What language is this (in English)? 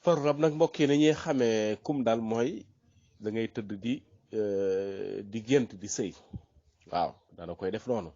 Wolof